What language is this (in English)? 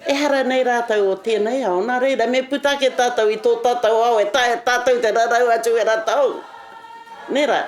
Māori